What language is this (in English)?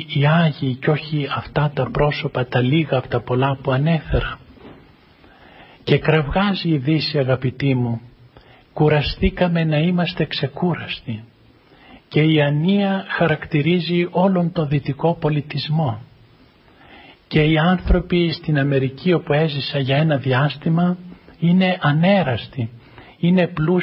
Greek